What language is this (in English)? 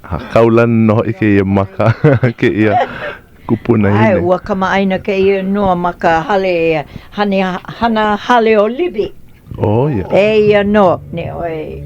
Hawaiian